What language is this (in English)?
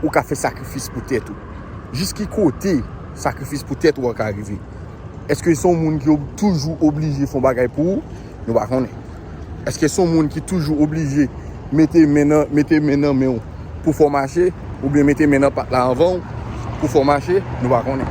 Haitian Creole